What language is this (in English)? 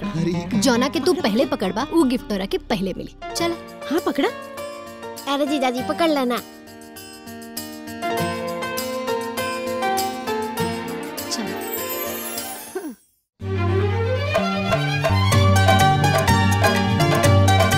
Bhojpuri